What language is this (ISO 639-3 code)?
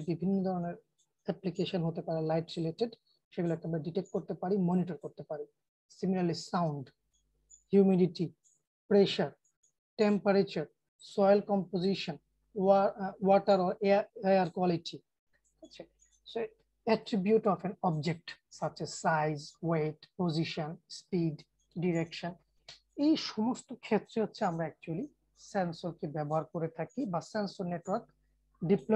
ben